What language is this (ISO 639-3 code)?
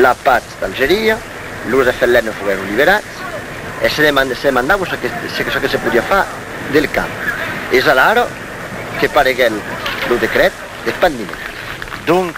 oci